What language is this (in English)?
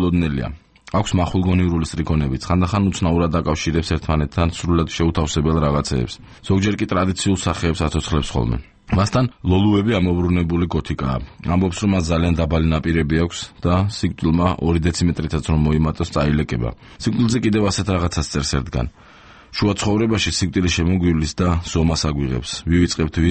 Georgian